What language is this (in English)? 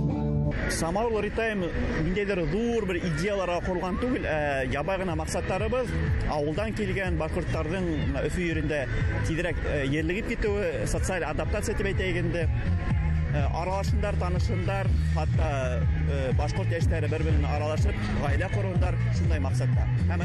Bashkir